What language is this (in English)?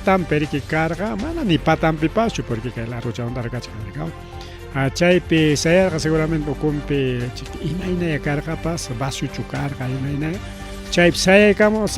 Ayacucho Quechua